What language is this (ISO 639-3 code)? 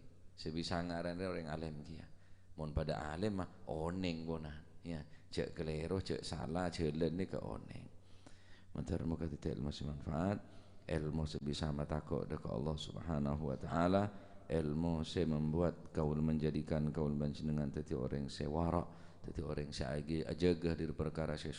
mad